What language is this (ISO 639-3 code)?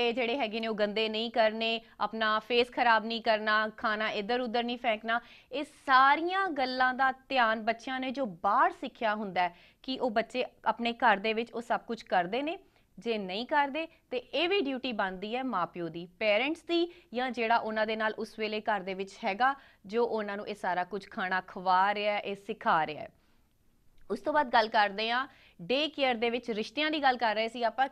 pan